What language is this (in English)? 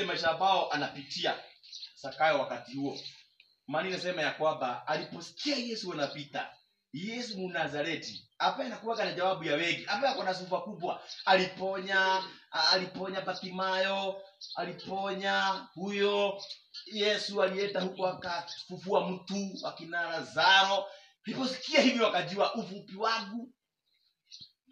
Swahili